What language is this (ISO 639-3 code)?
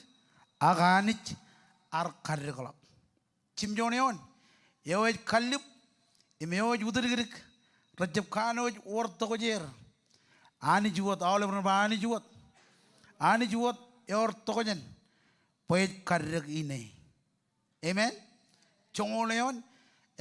mah